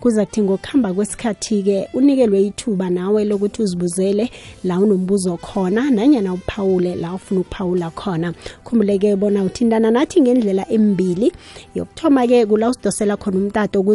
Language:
South Ndebele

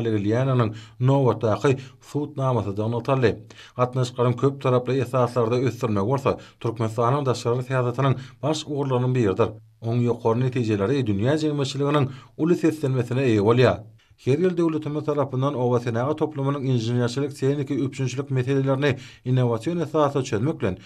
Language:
Turkmen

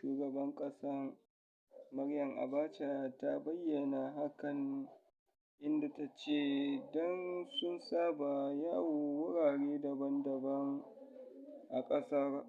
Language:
Hausa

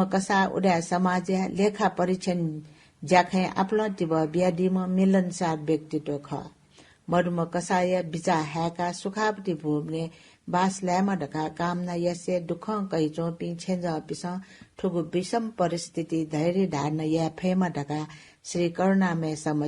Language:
Newari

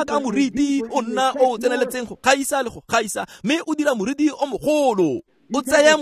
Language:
Tswana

